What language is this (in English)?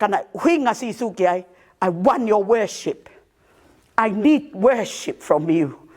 Tongan